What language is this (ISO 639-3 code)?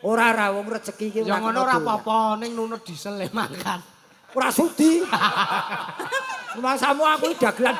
jav